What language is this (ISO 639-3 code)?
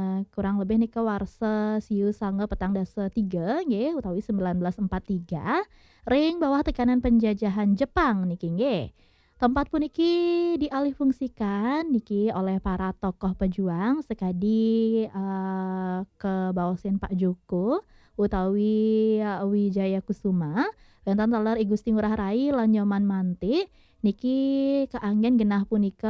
ban